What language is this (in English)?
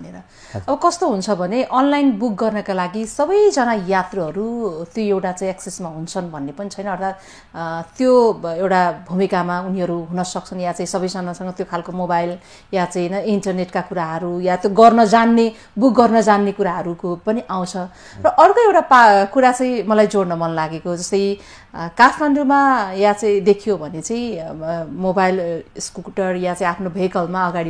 Nepali